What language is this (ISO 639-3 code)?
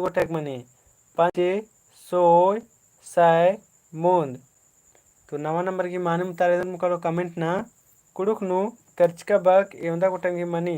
kru